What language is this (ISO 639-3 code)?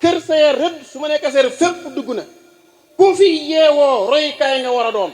wol